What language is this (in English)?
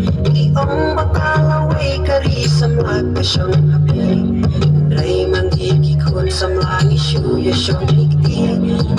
Khasi